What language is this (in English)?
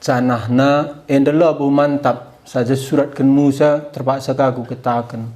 Batak Karo